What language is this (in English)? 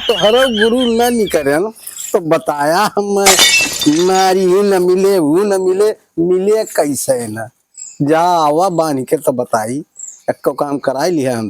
Awadhi